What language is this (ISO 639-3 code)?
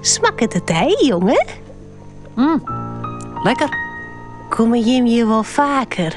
fry